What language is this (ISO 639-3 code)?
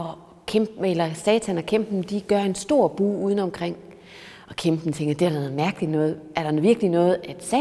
dan